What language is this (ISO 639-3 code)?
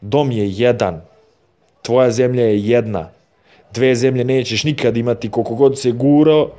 srp